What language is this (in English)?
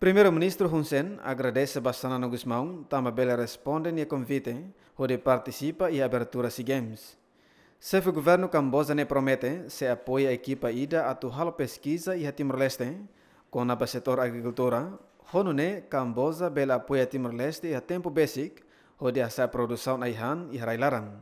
Tetum